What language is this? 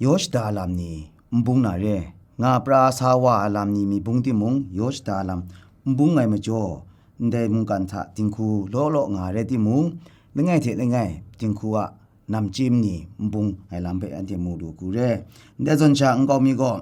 Kachin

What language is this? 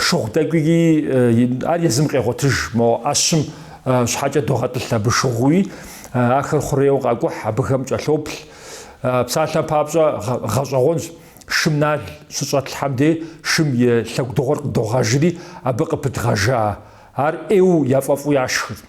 Kabardian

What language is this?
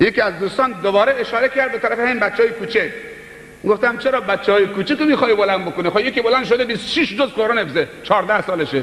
Persian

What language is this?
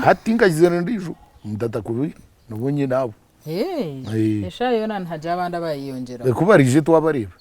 Nyankole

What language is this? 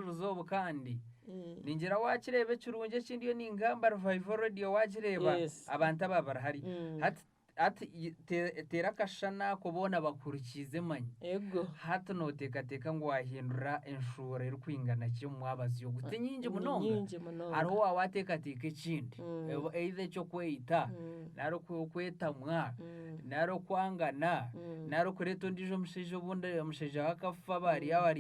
Nyankole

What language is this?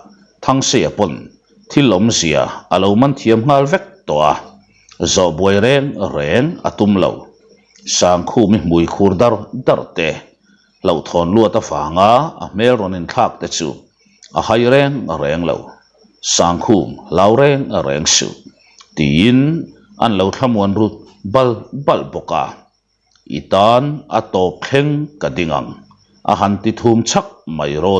Mizo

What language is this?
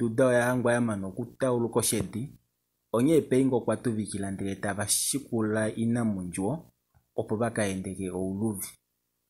Kuanyama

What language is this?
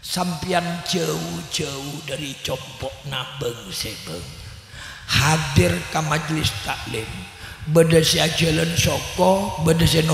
Madurese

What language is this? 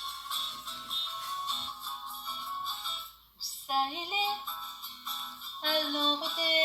Réunion Creole French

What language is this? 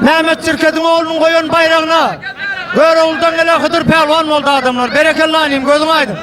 Turkmen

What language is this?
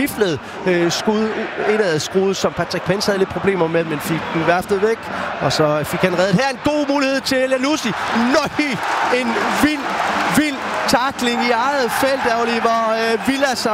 Danish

